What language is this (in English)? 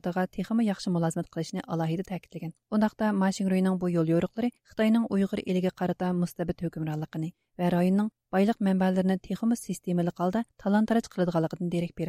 Uyghur